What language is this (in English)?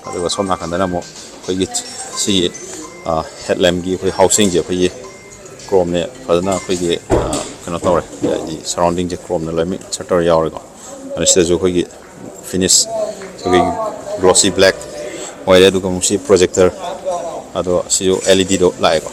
Manipuri